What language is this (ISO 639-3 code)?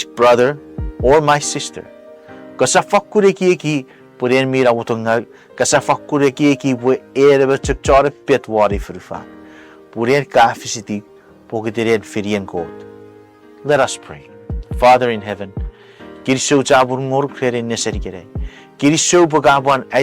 chk